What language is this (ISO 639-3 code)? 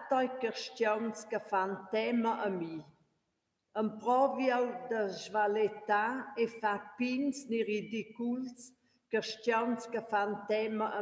roh